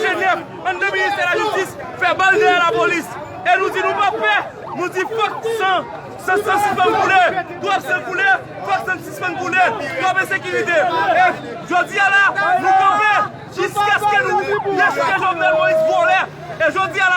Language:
Haitian Creole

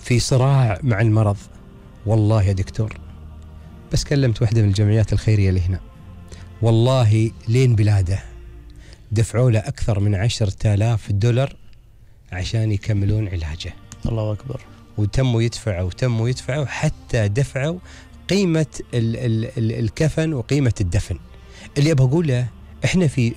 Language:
Gulf Arabic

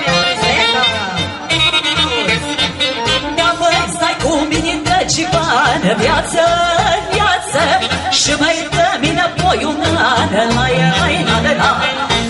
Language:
Romanian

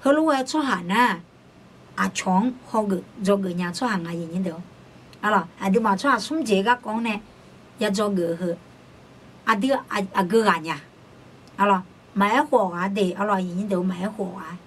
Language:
Akha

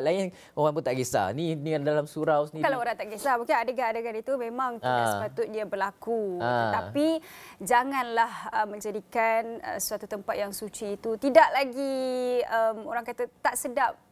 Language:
Malay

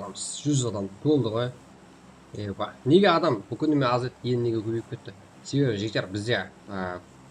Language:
Kara-Kalpak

